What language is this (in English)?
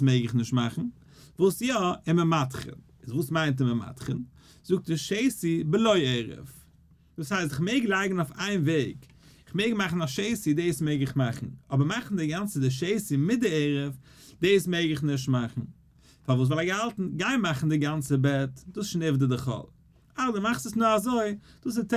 Yiddish